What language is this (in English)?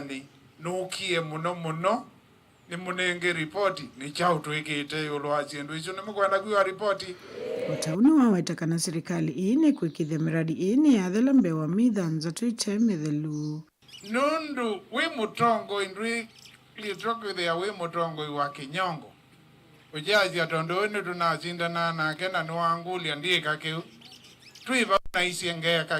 Kamba